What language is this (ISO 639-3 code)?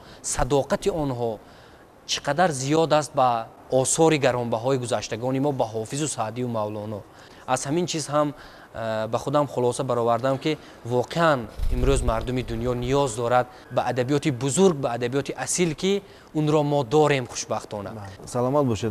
tgk